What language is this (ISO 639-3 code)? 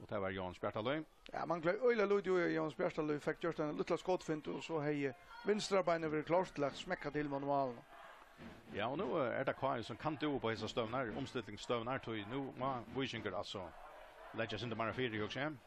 fao